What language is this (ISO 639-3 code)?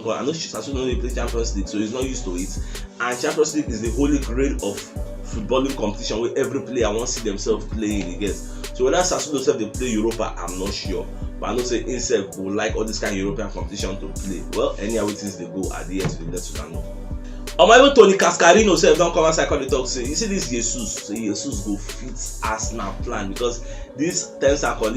pcm